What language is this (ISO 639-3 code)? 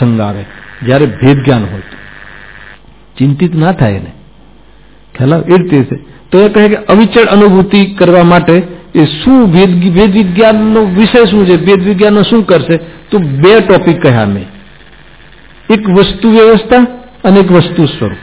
guj